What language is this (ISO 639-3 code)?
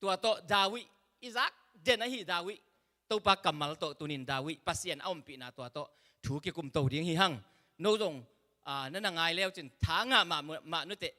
ctd